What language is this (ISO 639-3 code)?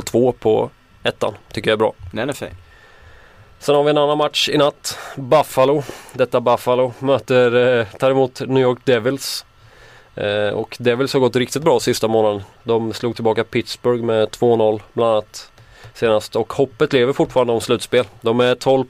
swe